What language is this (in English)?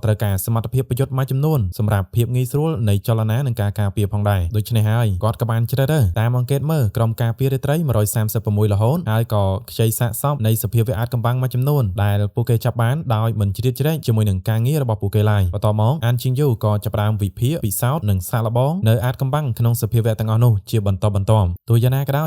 Khmer